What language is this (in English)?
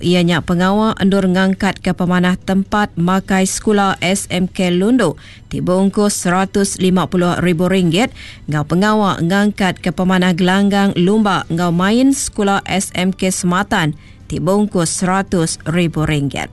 Iban